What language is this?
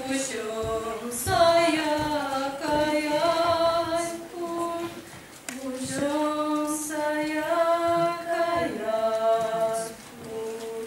Chuvash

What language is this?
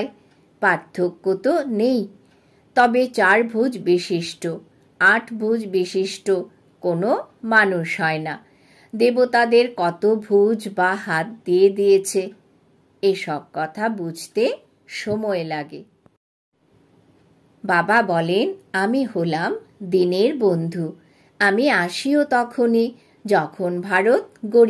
Bangla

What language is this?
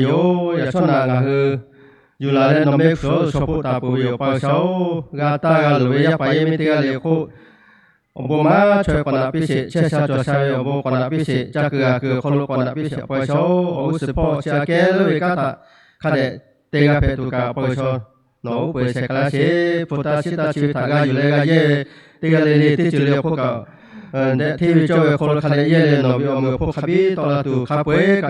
Lahu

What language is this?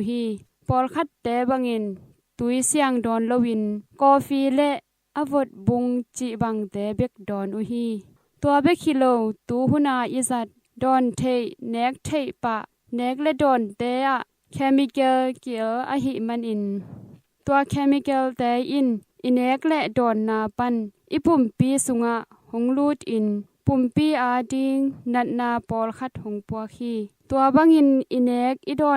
Tedim Chin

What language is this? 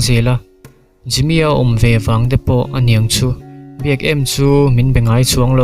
Mizo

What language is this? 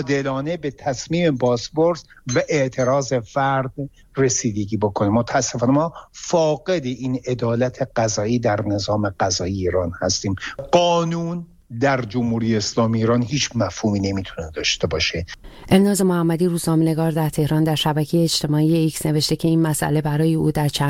Persian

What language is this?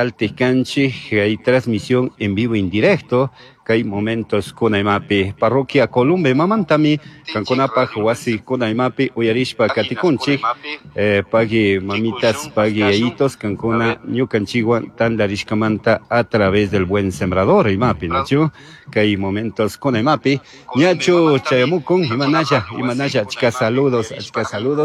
Chimborazo Highland Quichua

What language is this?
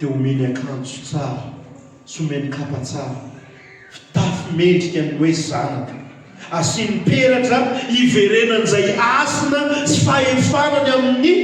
Malagasy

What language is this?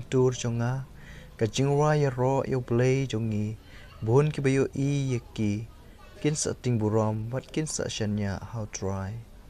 Khasi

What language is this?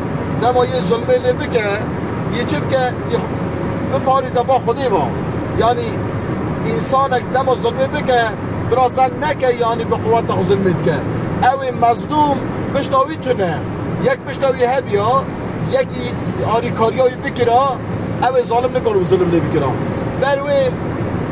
Kurdish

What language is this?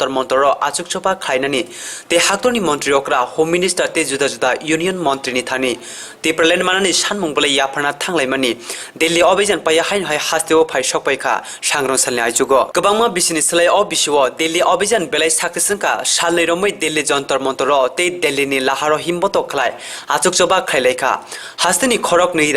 Kok Borok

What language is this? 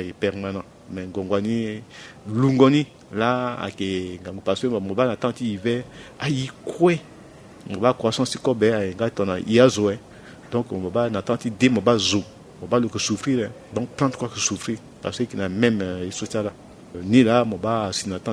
Sango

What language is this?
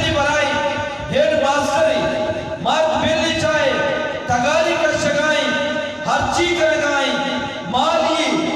Eastern Balochi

